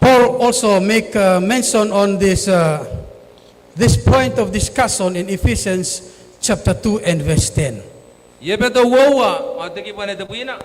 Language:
Gilbertese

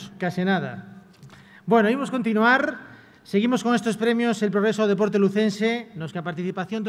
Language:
Galician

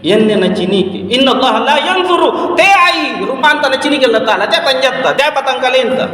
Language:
Makasar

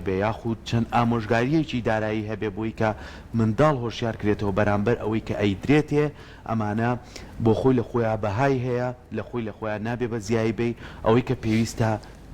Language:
Central Kurdish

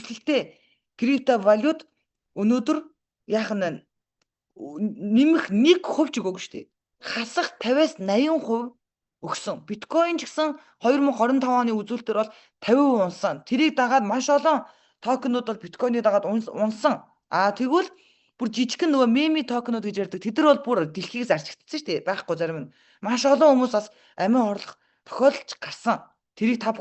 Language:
Mongolian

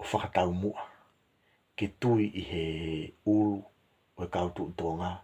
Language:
Tongan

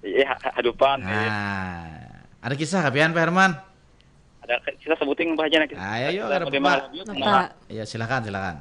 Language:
Banjar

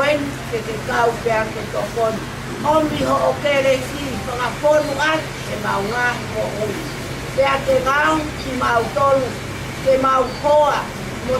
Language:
Tongan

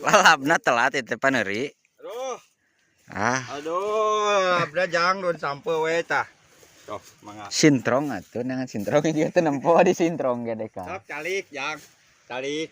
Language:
Sundanese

